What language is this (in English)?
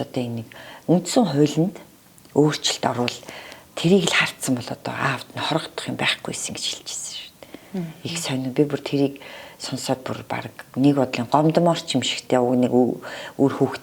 Mongolian